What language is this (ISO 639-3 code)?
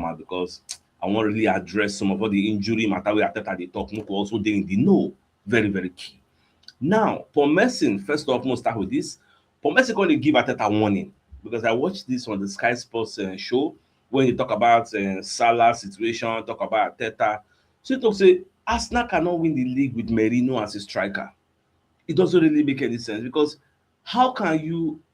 pcm